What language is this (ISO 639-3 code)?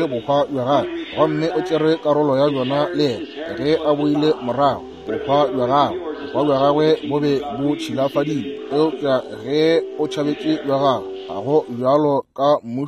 nso